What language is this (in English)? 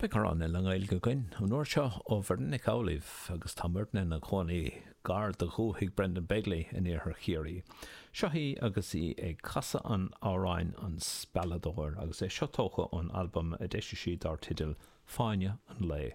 Irish